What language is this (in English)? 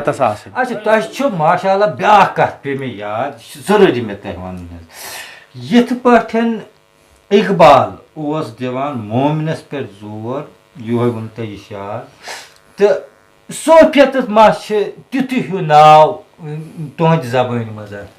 Kashmiri